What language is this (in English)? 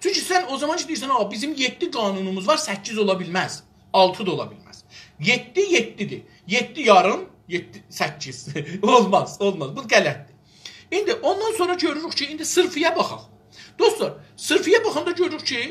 South Azerbaijani